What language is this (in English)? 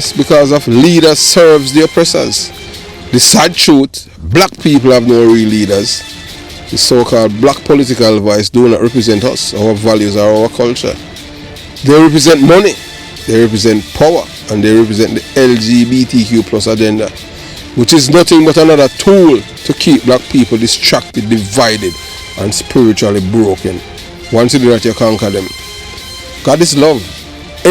Jamaican Creole English